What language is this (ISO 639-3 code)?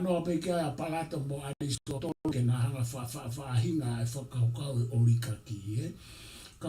ton